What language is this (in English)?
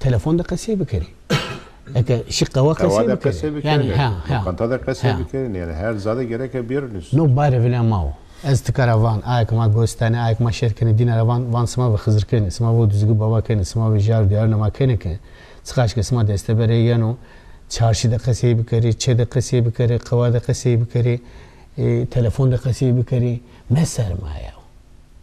Zaza